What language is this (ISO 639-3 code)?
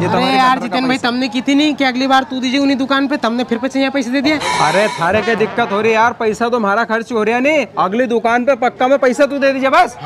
raj